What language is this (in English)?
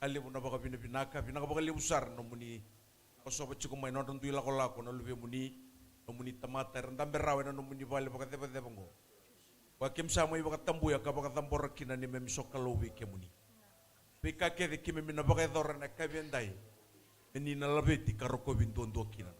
Fijian